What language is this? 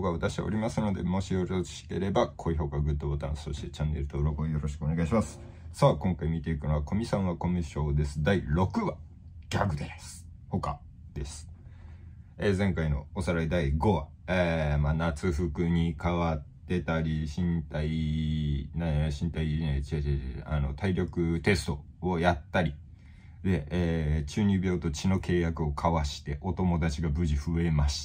Japanese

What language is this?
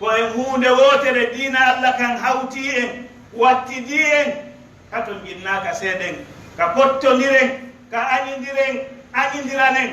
Pular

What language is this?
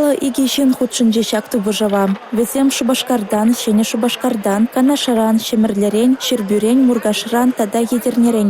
Chuvash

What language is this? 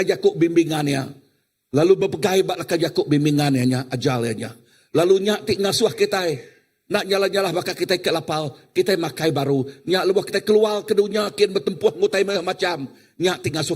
Iban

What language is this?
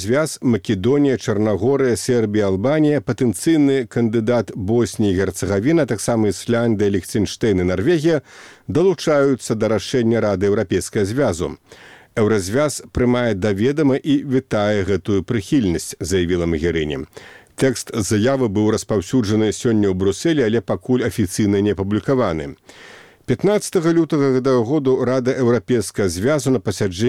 Belarusian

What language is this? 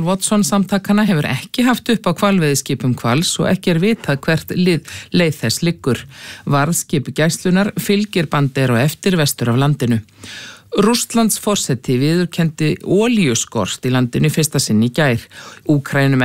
Icelandic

